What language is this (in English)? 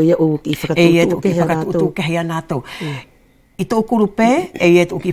Wallisian